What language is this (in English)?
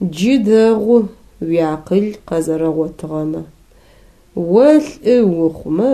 Adyghe